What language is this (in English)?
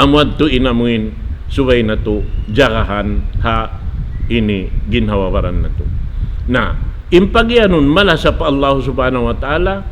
Tausug